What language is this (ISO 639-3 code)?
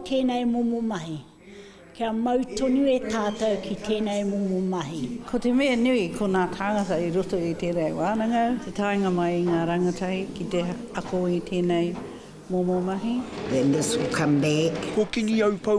mri